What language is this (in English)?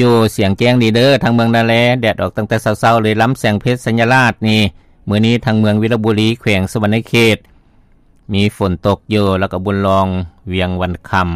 Lao